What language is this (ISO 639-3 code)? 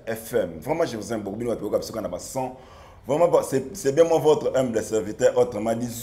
lin